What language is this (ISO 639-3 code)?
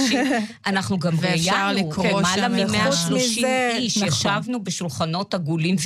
heb